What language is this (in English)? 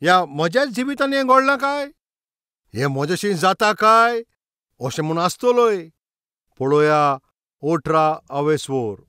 Konkani